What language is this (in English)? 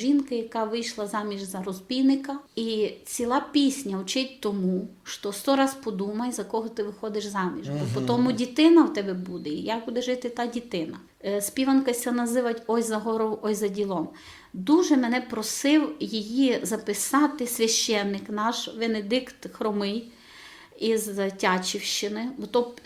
Rusyn